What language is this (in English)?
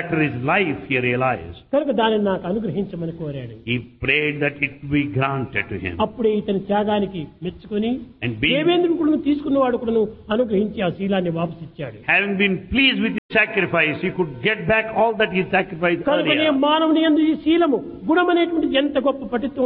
Telugu